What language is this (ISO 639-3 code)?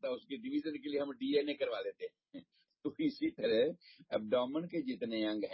urd